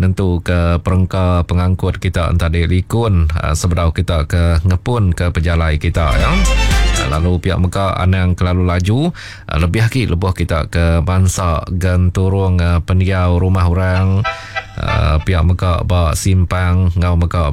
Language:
Iban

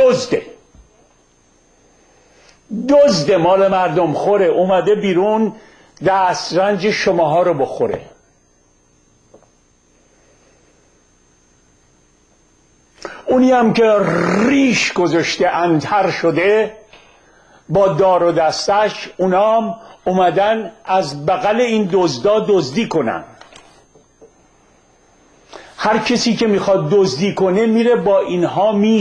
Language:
Persian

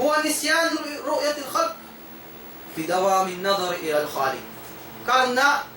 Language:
Tausug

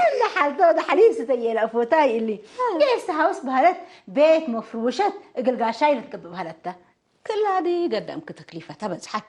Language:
Tigre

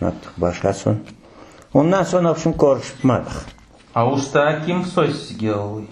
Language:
Crimean Tatar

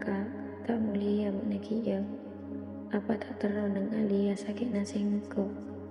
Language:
Madurese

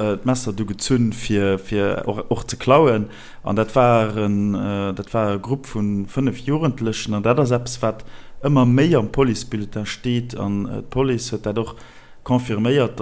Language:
Luxembourgish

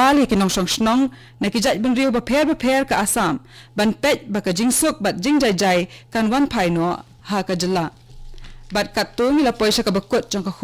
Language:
Khasi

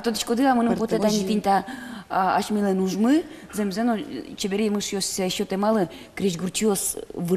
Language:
Udmurt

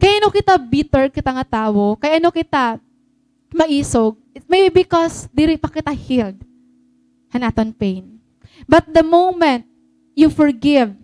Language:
Waray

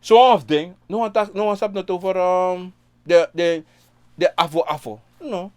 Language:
Sranan Tongo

